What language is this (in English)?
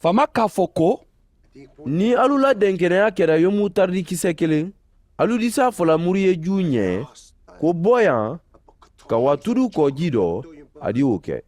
Mandingo